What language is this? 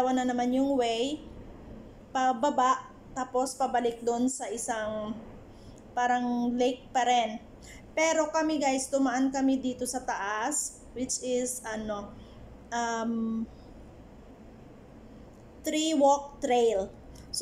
Filipino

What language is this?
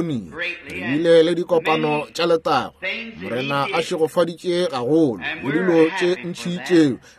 Northern Sotho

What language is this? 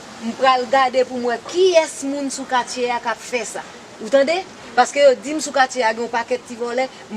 Haitian Creole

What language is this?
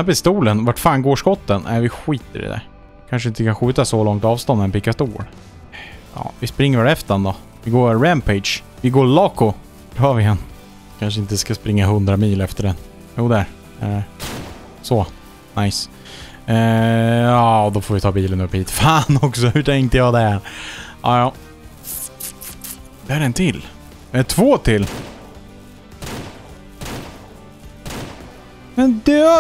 Swedish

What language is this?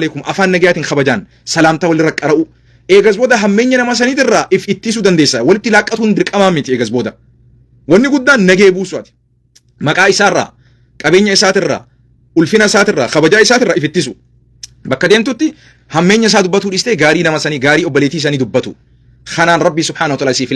Oromo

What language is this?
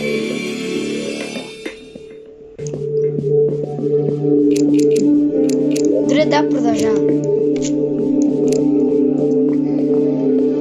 Bulgarian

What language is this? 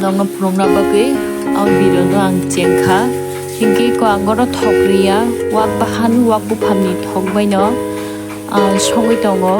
Kok Borok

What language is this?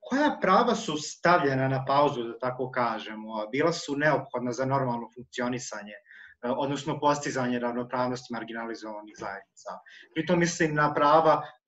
Serbian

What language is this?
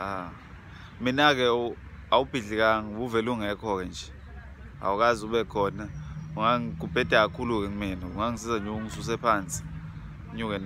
Zulu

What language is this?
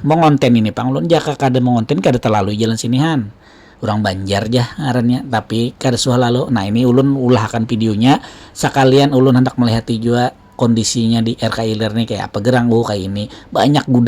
Banjar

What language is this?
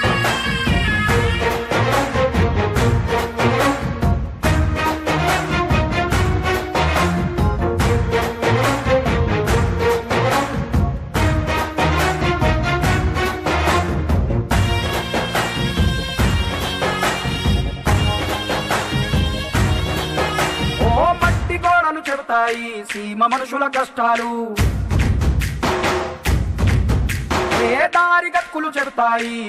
Telugu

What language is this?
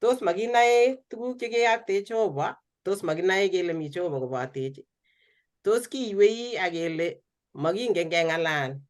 Kalenjin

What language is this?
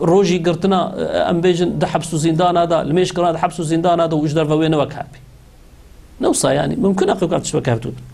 Kurdish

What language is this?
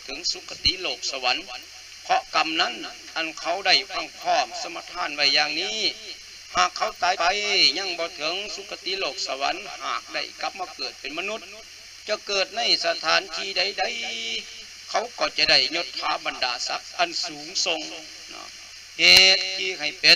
Lao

